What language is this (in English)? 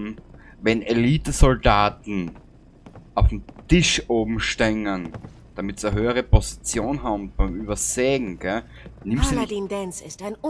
Bavarian